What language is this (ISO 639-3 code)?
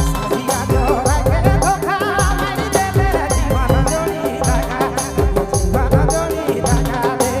sck